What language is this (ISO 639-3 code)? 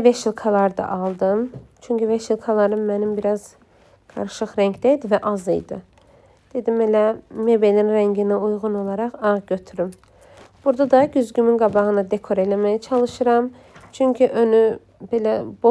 aze